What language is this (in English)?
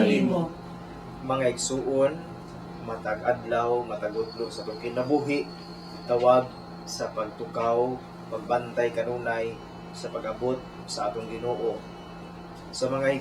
Cebuano